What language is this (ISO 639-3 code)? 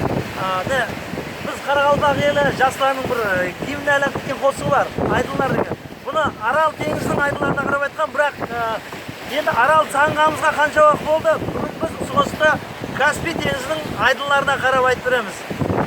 kaa